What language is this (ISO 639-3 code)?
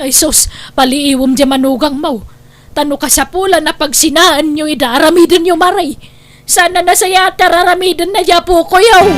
ilo